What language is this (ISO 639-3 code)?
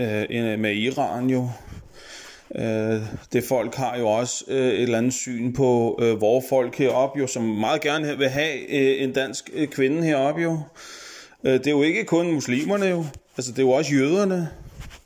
dan